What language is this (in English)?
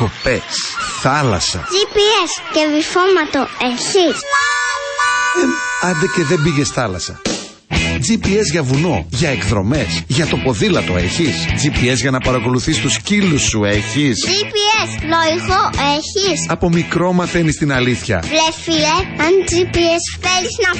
Greek